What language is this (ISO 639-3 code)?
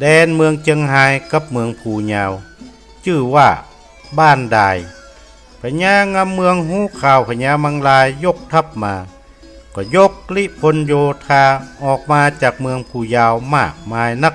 nod